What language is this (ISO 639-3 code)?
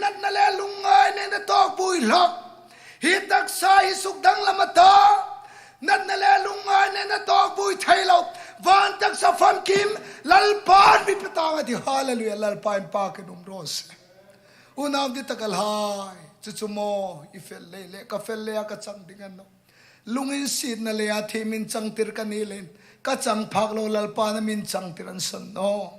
hmr